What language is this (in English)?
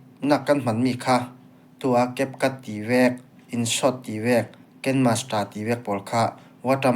Falam Chin